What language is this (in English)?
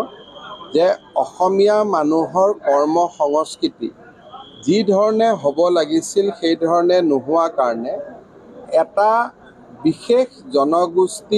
Assamese